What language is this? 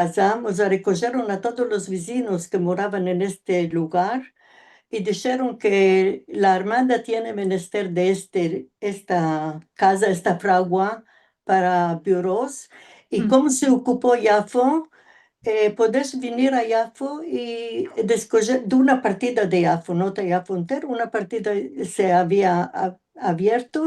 Ladino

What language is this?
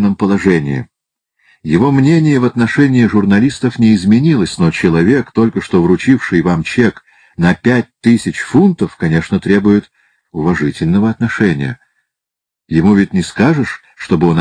Russian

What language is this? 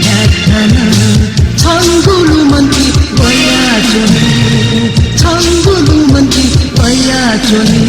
Newari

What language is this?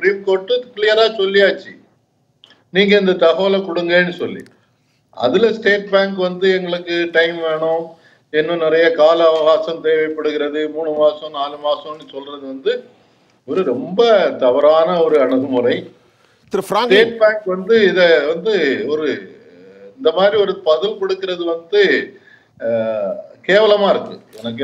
Tamil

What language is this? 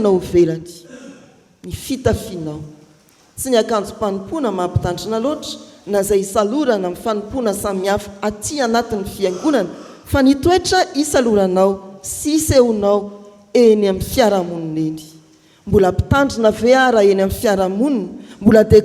Malagasy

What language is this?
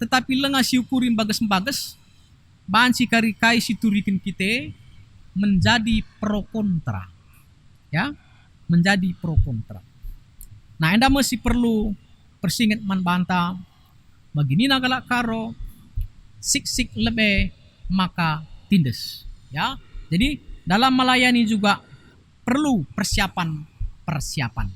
Batak Karo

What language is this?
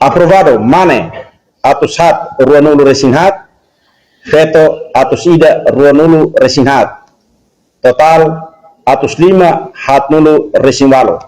Tetum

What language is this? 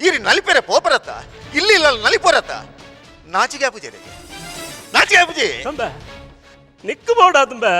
Tulu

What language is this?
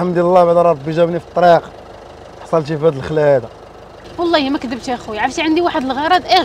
Moroccan Arabic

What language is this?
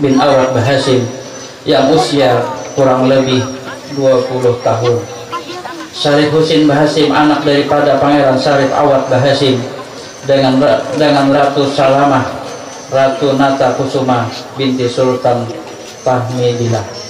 Banjar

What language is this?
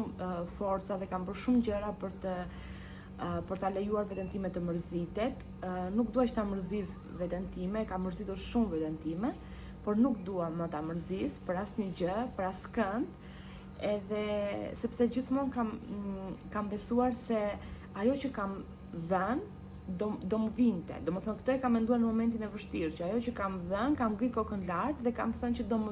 Albanian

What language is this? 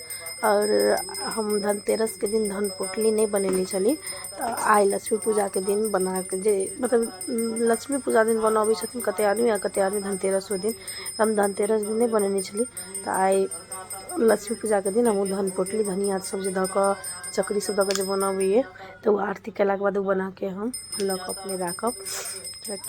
Maithili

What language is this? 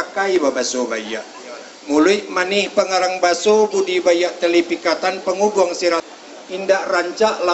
Minangkabau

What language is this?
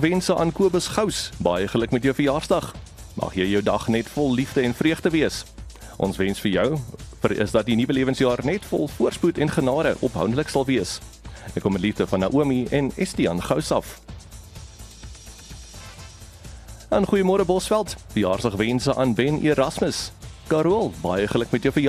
Afrikaans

